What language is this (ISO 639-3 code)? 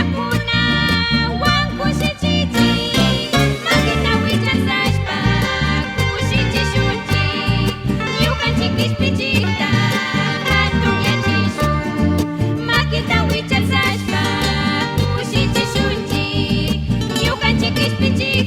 qug